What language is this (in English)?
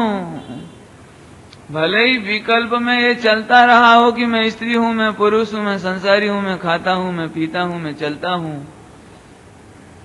Hindi